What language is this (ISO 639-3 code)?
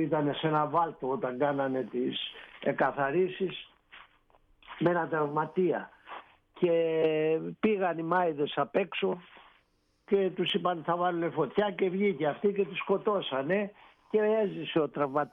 ell